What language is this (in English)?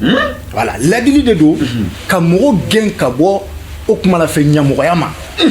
Bambara